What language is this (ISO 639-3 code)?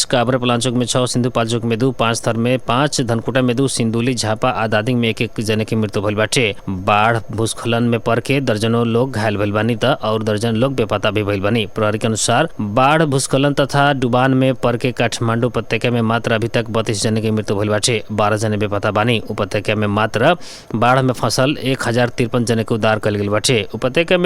bho